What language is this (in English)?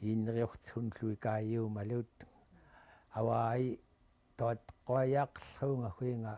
Central Yupik